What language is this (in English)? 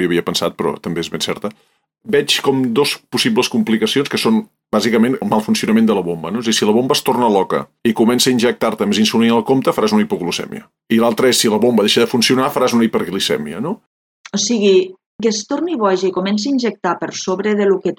Catalan